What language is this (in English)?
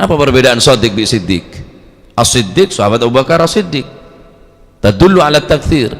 Madurese